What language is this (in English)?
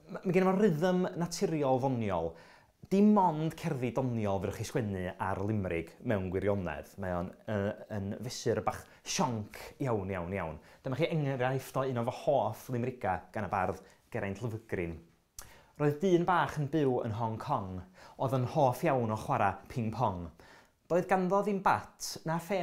Welsh